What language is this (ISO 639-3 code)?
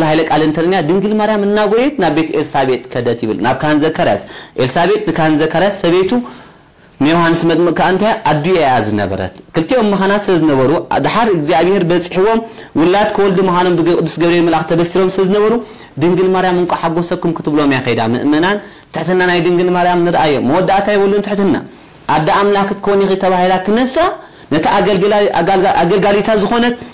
tir